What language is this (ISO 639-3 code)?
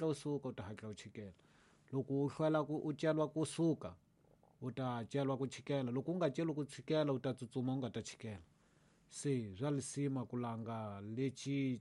tso